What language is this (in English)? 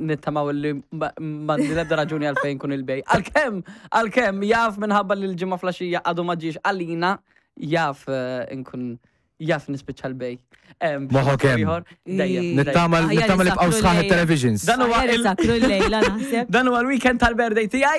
Maltese